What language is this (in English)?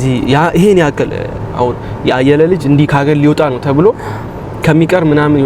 Amharic